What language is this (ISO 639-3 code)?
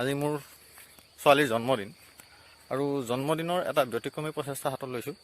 asm